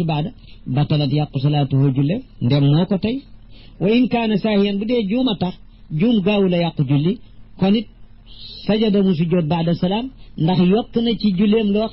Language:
Wolof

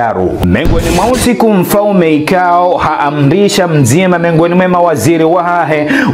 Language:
Ngazidja Comorian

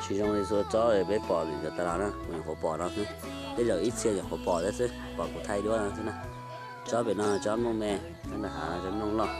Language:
Hmong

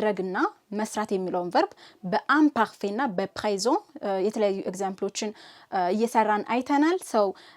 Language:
Amharic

